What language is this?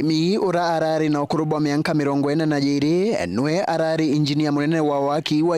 Meru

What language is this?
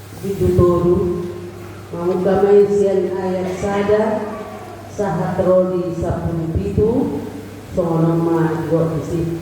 Batak Toba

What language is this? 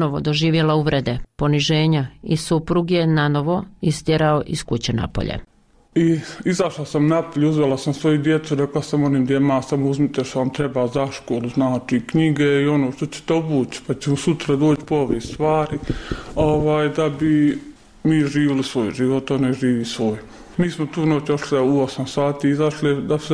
Bosnian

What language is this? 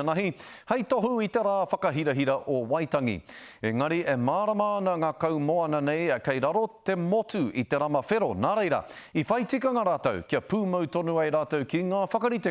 Māori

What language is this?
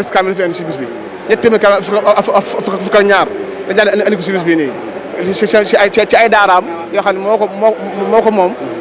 Wolof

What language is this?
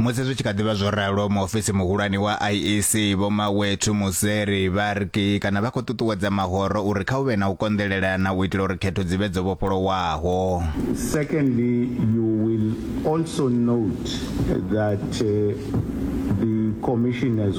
Venda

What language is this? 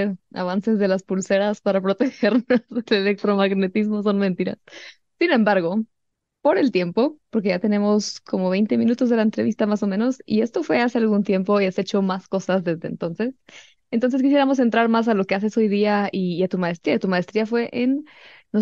Spanish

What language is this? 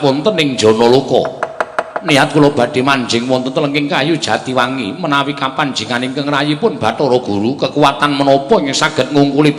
Javanese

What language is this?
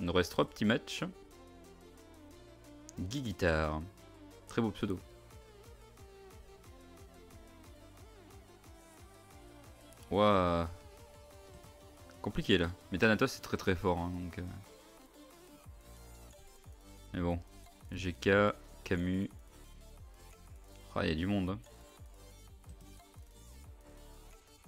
French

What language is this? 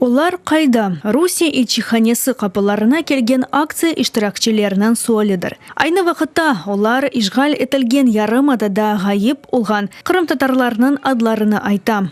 Crimean Tatar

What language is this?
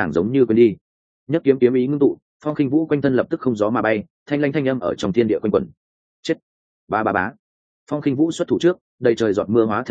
Vietnamese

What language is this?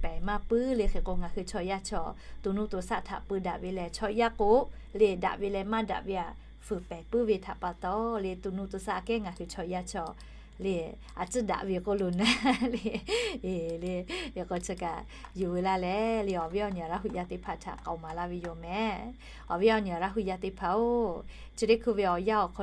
Lahu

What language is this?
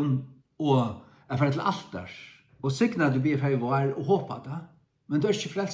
Faroese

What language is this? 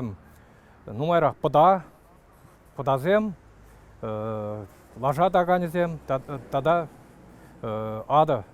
Chuvash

